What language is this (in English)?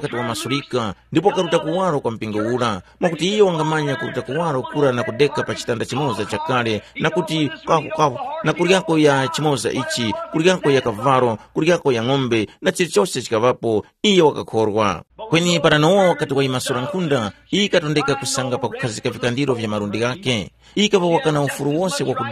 Tumbuka